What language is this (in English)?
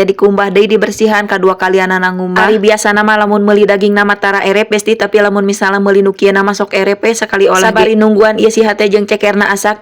Sundanese